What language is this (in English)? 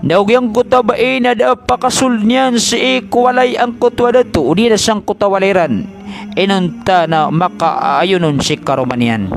Maranao